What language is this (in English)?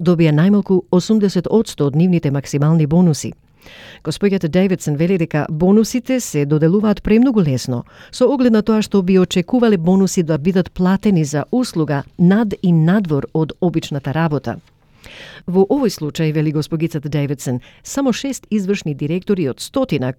Macedonian